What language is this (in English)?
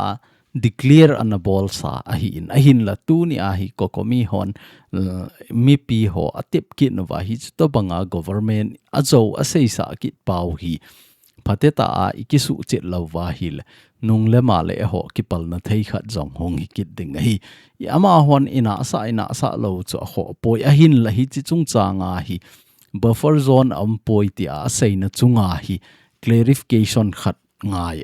Thado Chin